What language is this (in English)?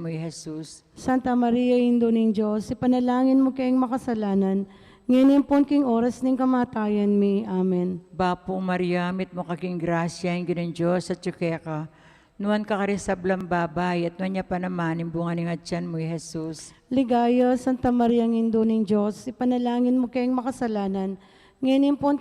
Pampanga